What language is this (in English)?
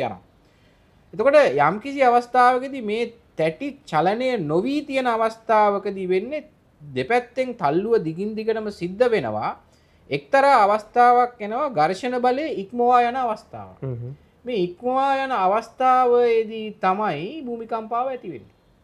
Sinhala